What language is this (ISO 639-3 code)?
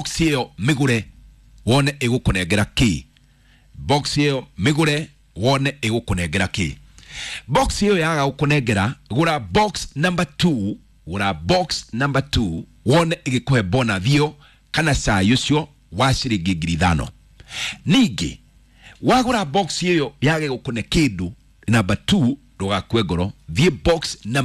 kik